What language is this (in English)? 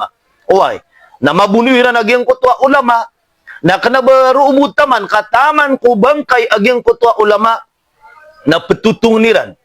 Maranao